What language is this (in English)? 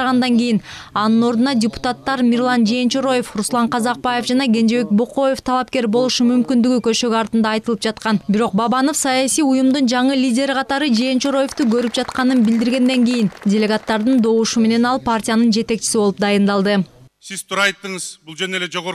Kyrgyz